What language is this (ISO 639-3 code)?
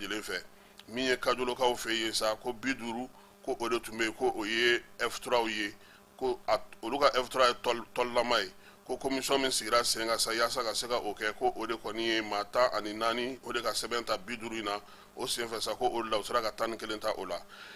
bam